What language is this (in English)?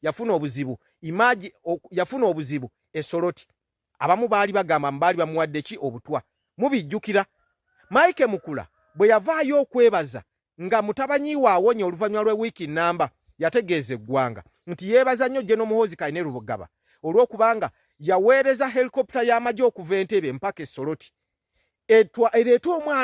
Ganda